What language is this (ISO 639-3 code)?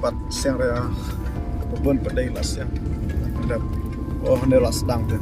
kha